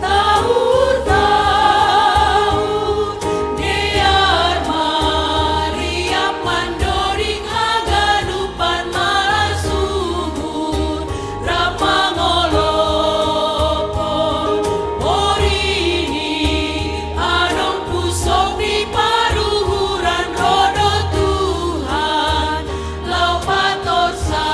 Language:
Batak Simalungun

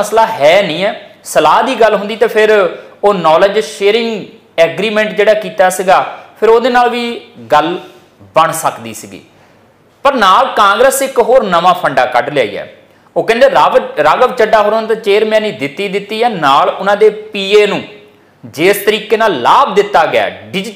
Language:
Punjabi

